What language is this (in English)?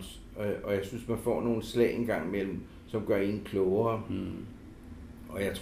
Danish